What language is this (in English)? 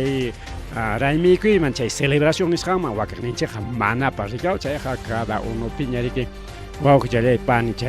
Ayacucho Quechua